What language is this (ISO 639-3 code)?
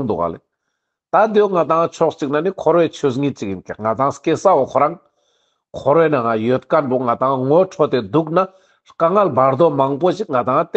lbj